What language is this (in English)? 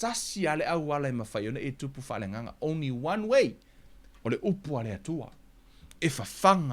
Samoan